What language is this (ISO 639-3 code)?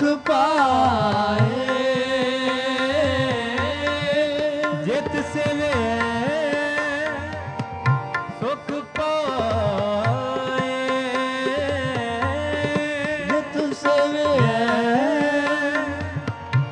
pan